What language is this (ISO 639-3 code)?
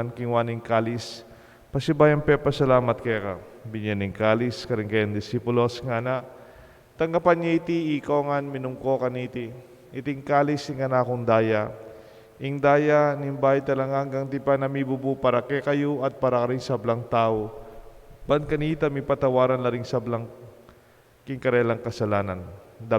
pam